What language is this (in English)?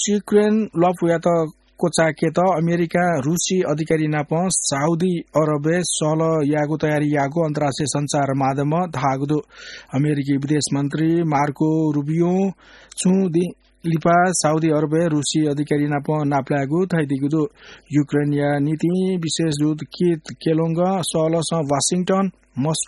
Newari